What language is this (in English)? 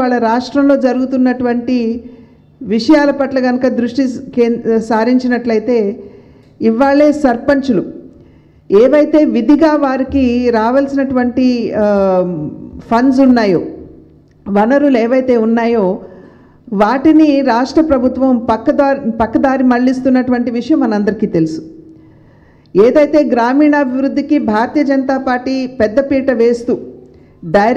Telugu